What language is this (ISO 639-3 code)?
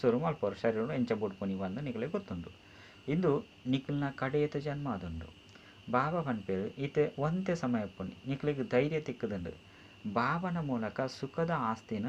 tcy